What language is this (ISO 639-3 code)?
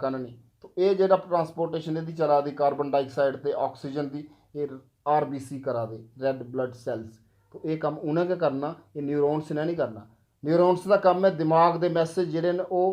doi